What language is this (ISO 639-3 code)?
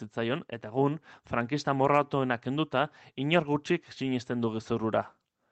eus